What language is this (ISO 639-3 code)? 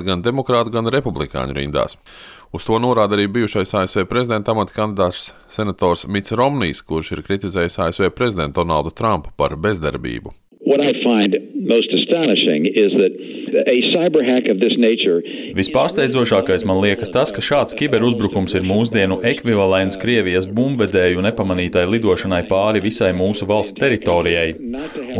lav